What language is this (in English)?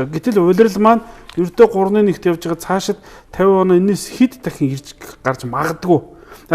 Mongolian